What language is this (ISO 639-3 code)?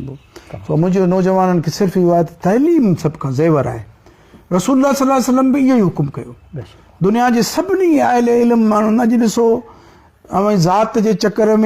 snd